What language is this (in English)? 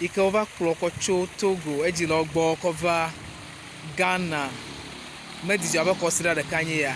Ewe